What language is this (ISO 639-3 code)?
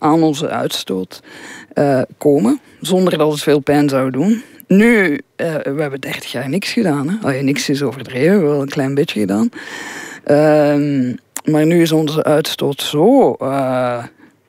nld